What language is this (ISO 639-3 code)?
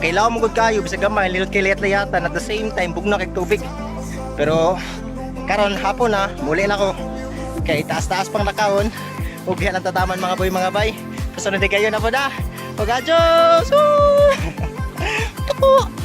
ceb